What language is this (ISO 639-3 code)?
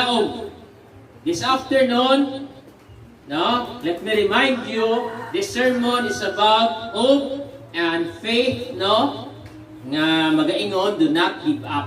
ceb